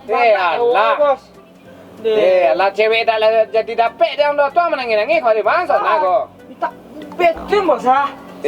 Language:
Minangkabau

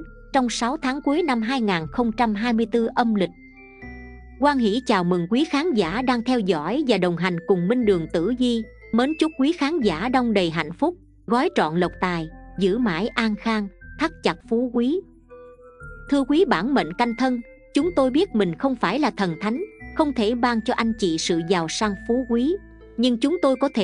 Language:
Vietnamese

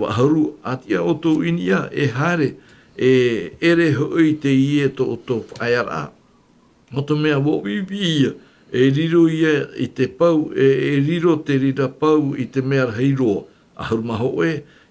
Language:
Tahitian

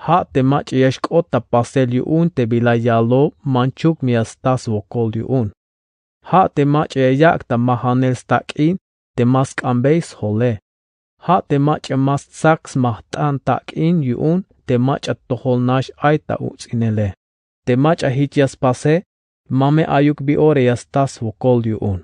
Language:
Tzeltal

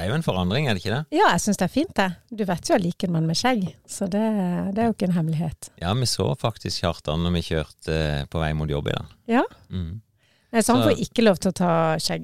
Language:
Norwegian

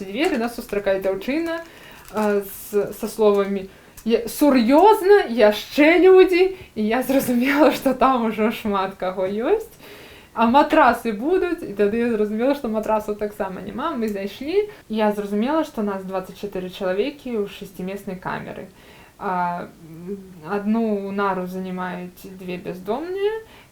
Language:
Belarusian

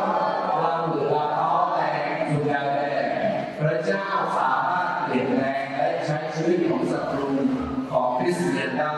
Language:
Akha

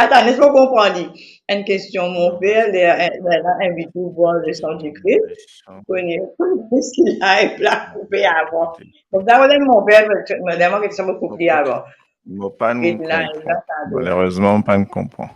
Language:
Morisyen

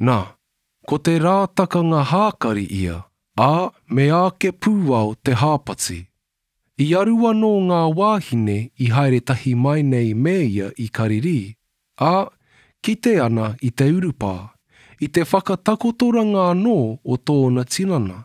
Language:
Māori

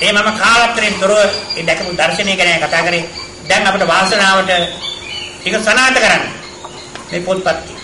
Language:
Sinhala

